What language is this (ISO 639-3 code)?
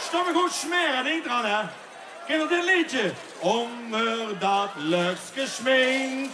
lim